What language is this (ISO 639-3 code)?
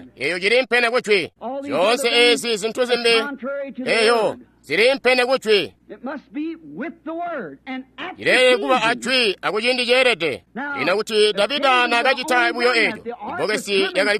toi